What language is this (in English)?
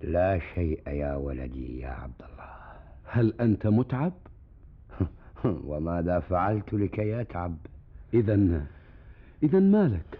Gulf Arabic